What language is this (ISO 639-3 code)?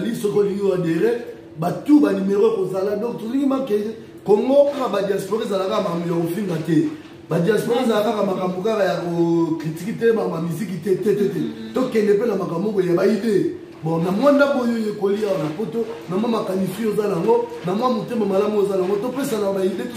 lin